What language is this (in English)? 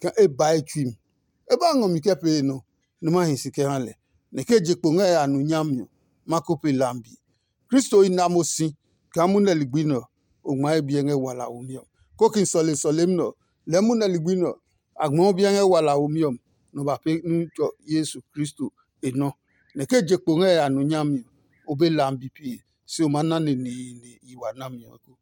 Adangme